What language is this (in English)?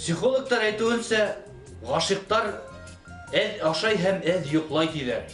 Bashkir